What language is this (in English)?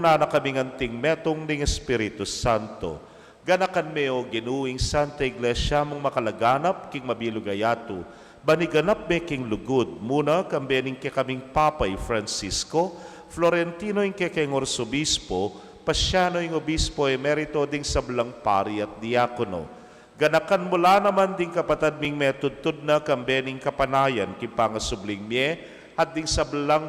Pampanga